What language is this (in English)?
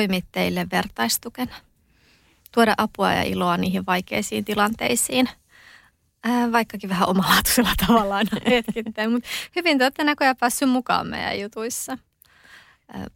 Finnish